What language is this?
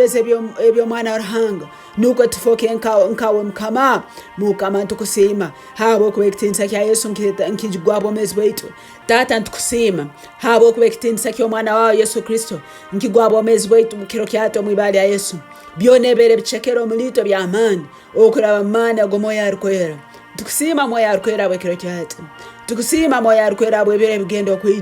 Tooro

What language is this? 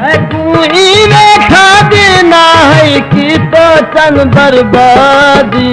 Saraiki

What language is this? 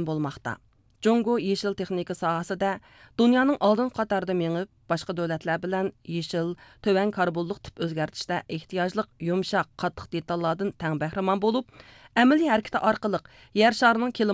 Uyghur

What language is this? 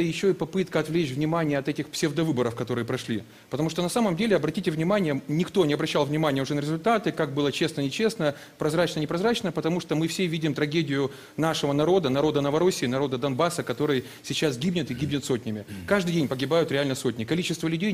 Russian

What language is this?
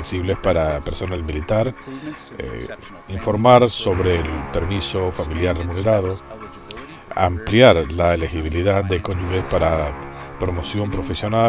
Spanish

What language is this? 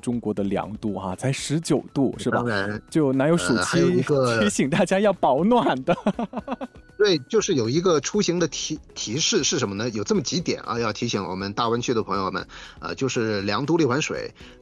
Chinese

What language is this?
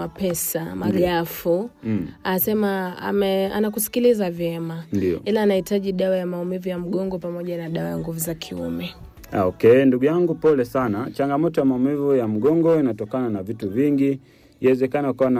Swahili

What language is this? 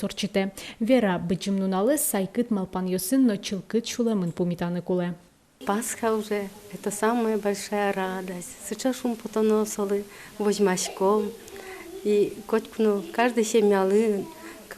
Udmurt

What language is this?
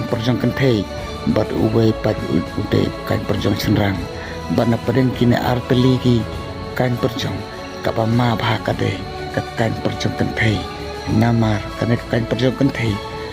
Khasi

